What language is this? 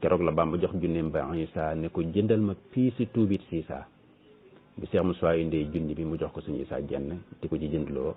Wolof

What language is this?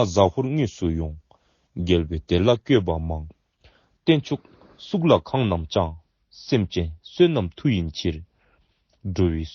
Dzongkha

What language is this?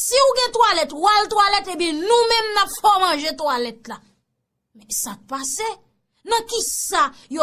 Haitian Creole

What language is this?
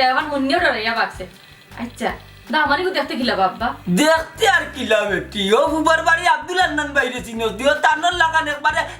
Sylheti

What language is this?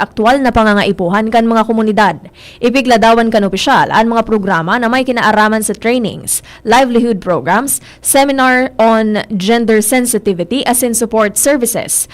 Bikol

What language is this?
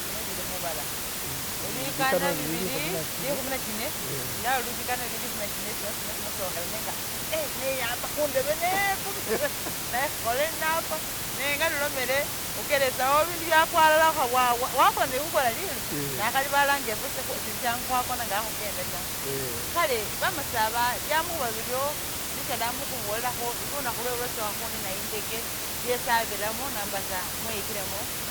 Masaaba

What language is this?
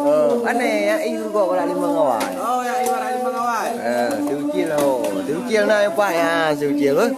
Achinese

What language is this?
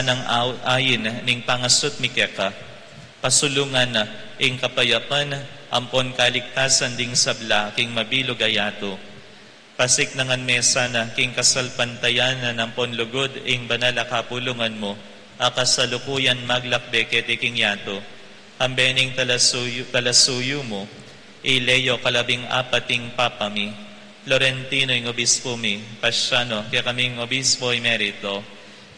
Pampanga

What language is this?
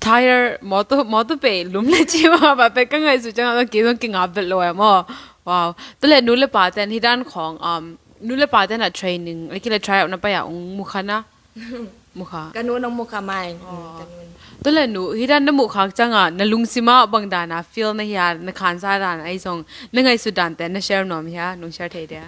Tedim Chin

